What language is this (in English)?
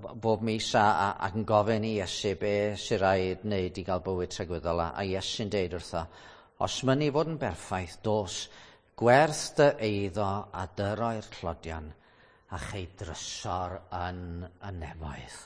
Welsh